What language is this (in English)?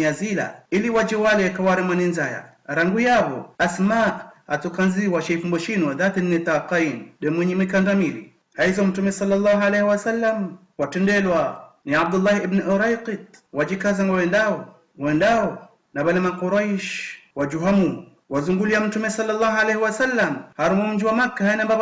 Ngazidja Comorian